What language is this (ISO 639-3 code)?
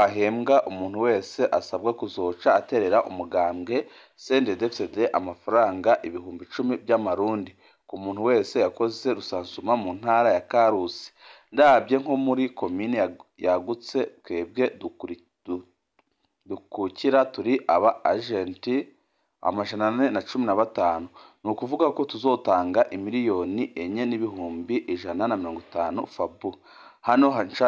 run